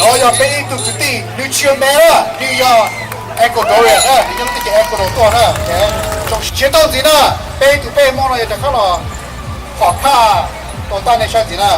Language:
Hmong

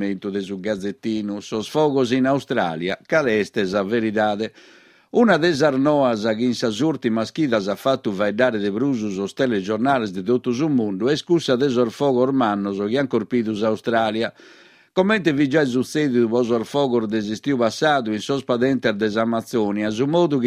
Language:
Sardinian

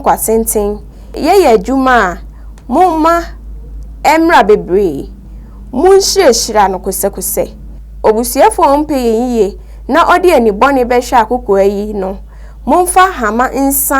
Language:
Akan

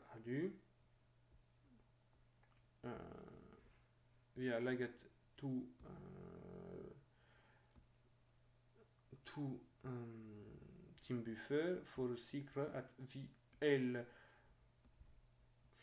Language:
Norwegian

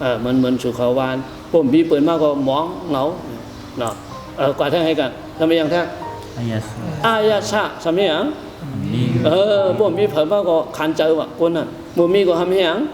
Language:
Shan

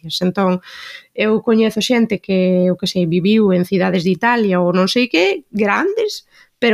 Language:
Galician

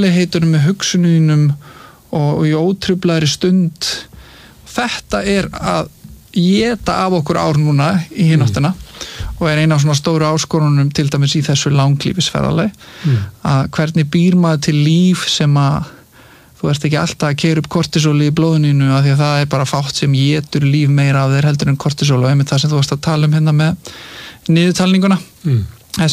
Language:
Icelandic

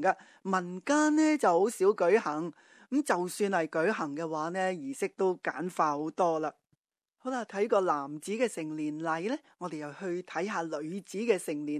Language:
Cantonese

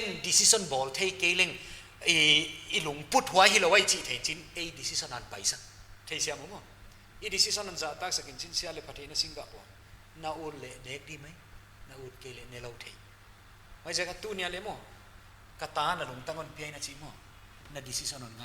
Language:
Paite Chin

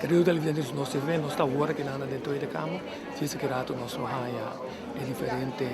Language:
Papiamento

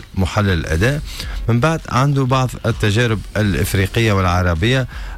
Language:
Tunisian Arabic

